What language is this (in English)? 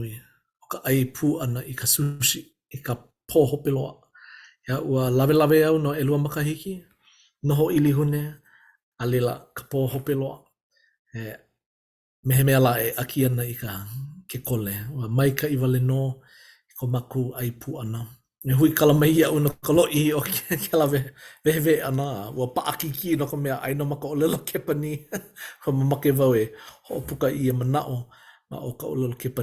Hawaiian